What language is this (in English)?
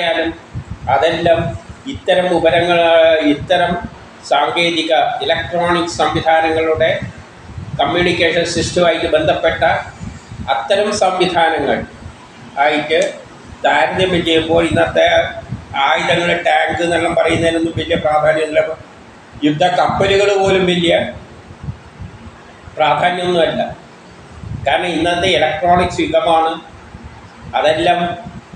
Malayalam